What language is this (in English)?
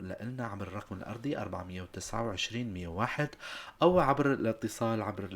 North Levantine Arabic